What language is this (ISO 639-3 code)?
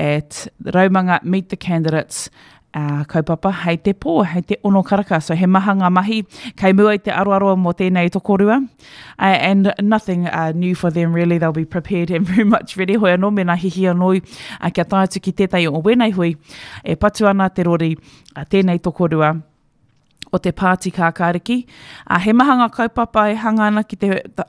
mri